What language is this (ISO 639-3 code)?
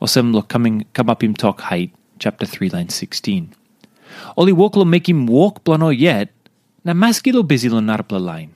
tpi